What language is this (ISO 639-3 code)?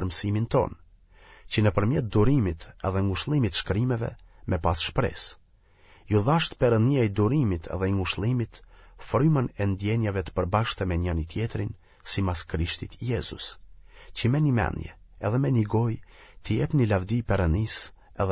sqi